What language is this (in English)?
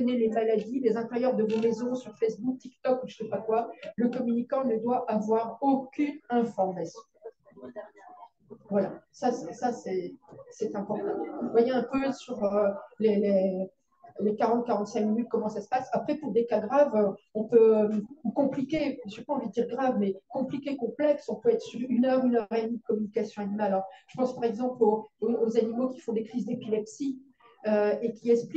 French